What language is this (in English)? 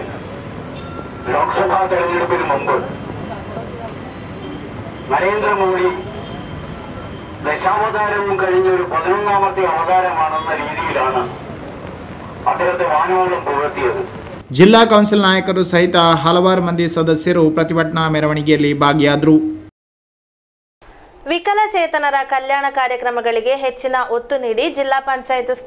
Kannada